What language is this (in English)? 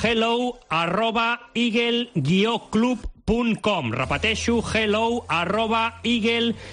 Catalan